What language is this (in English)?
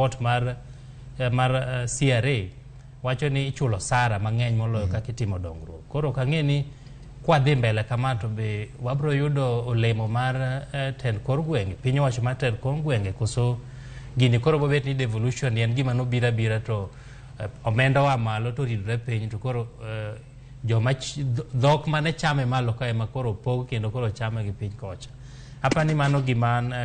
Luo (Kenya and Tanzania)